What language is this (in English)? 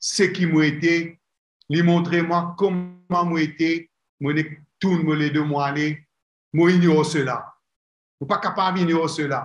Morisyen